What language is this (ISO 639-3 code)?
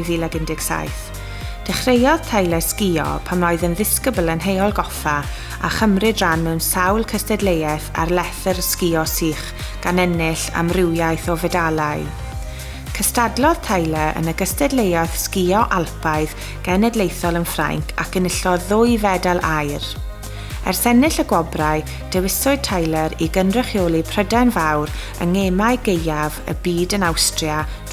cym